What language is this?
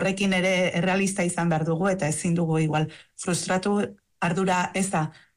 Basque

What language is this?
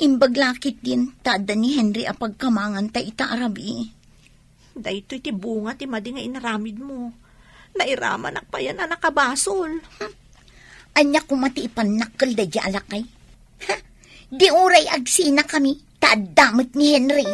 Iloko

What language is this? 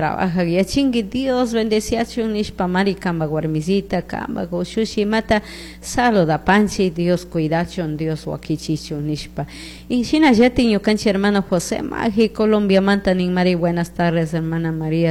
Chimborazo Highland Quichua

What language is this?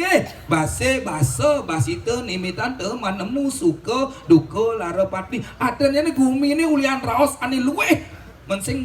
Balinese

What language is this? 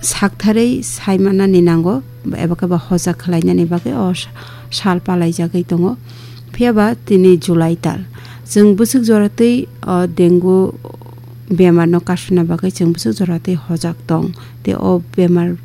Kok Borok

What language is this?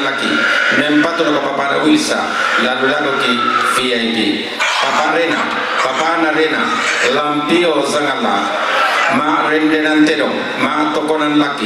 Toraja-Sa'dan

